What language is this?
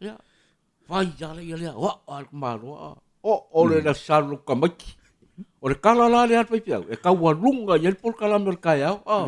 Samoan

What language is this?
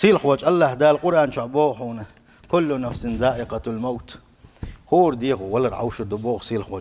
Chechen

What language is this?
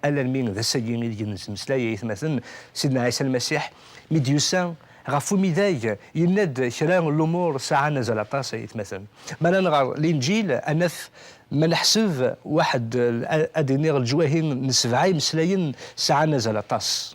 Kabyle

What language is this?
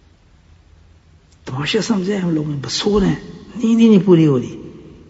Urdu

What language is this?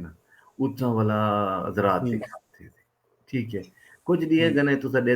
Saraiki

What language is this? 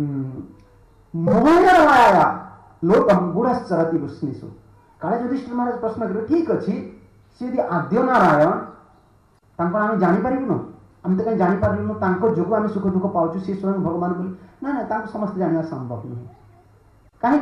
Odia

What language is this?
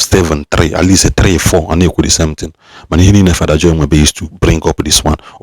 Igbo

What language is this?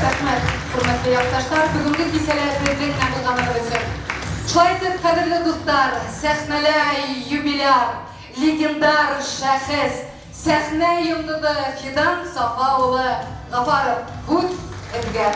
Bashkir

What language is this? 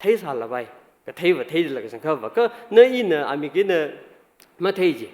Tangkhul Naga (India)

